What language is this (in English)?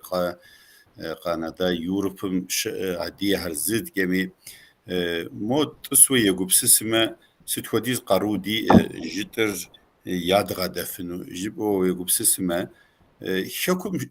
Kabardian